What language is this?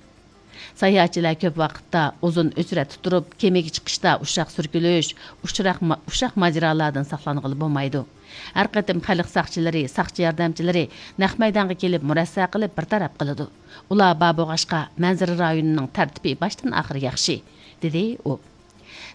Uyghur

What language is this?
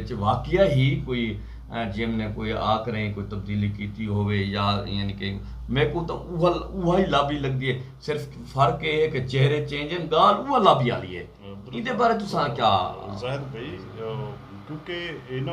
Saraiki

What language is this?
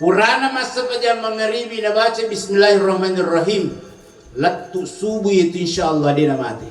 Buginese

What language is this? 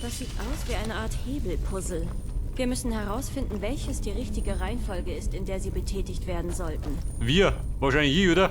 Bavarian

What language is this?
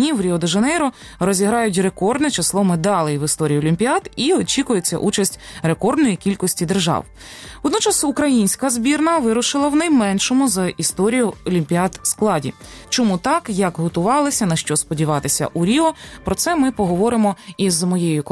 Ukrainian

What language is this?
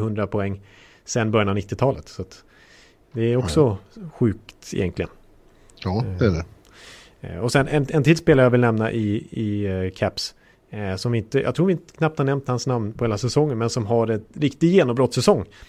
Swedish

